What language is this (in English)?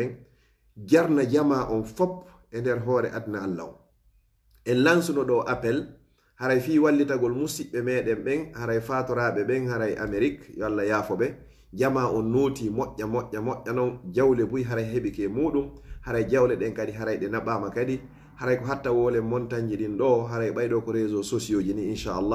Fula